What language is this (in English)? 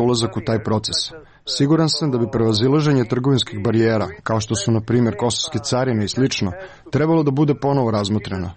Serbian